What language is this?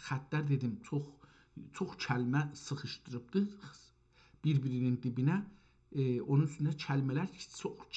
South Azerbaijani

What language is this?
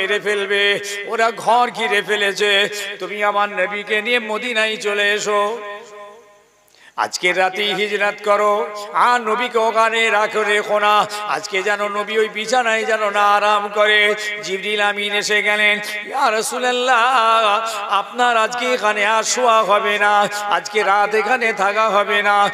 Bangla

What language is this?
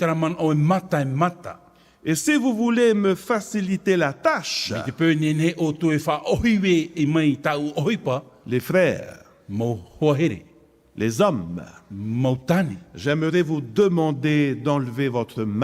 Tahitian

